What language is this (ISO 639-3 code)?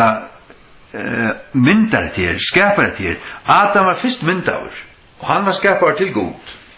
fao